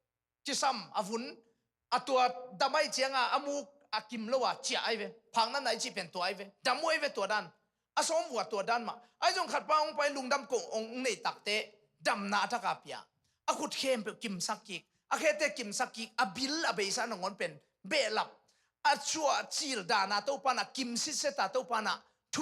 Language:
Tedim Chin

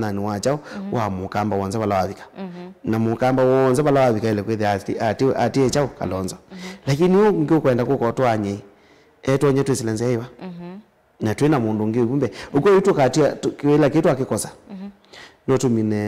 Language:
Kamba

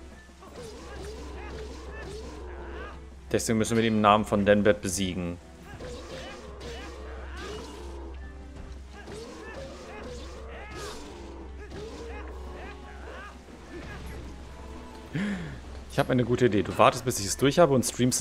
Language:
German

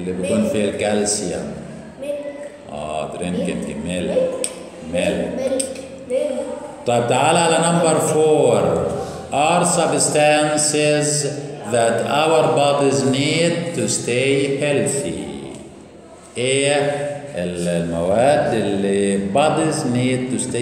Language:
Egyptian Arabic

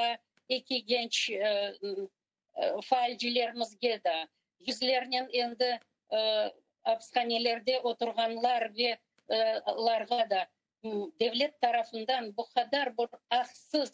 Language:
Crimean Tatar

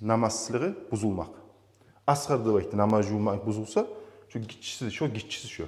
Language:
Kumyk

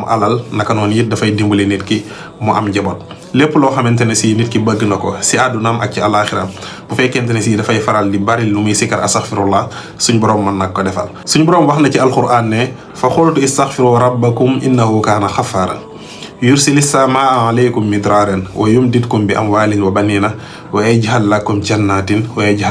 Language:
Wolof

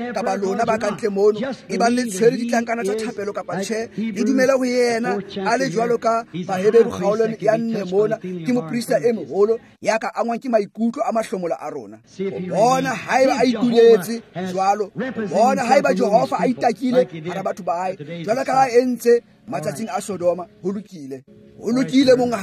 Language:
Tswana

